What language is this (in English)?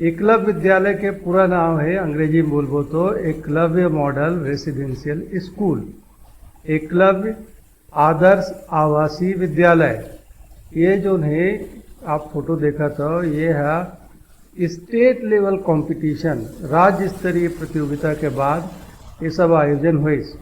Chhattisgarhi